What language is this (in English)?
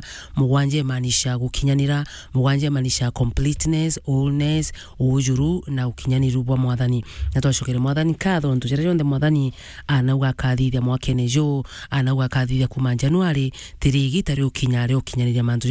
Meru